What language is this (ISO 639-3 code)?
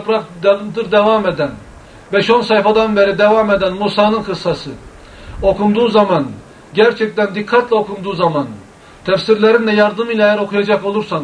tur